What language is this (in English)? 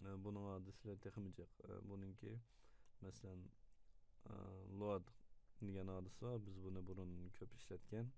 Uyghur